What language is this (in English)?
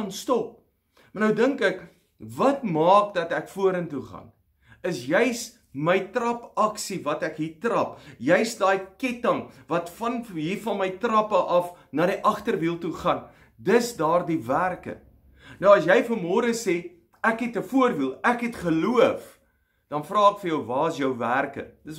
Afrikaans